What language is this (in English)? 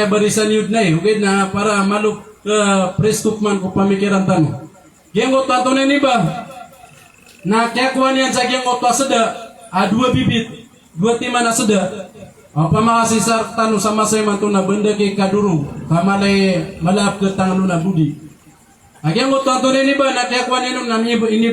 Maranao